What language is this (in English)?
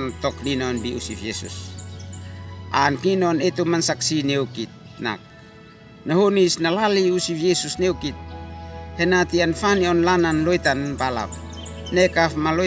Uab Meto